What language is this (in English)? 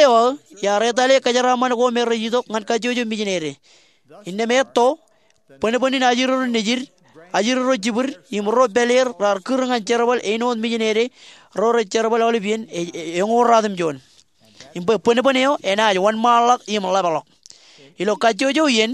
Marshallese